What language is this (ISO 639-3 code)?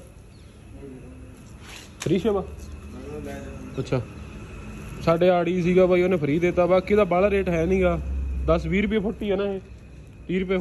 pan